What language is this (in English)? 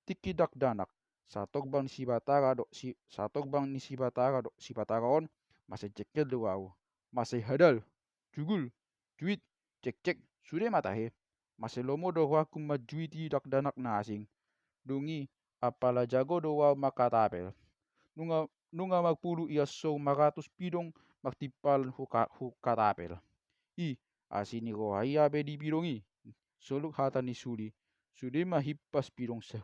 Batak Toba